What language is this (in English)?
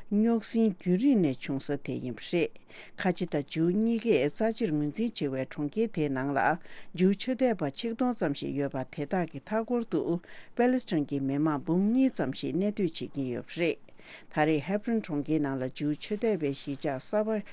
Tibetan